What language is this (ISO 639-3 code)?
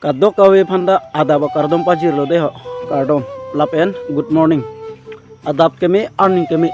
mjw